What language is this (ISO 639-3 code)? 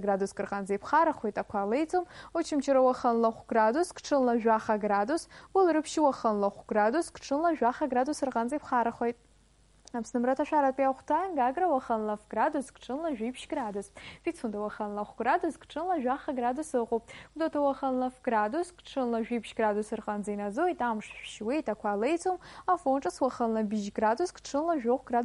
abk